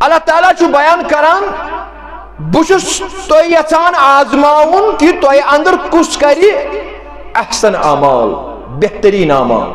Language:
Kashmiri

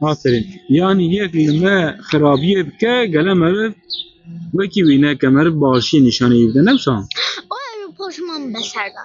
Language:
Kurdish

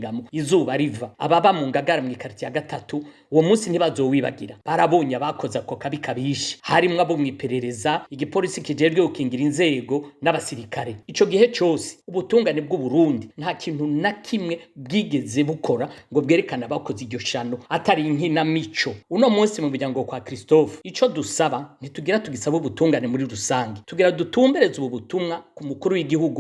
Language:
Rundi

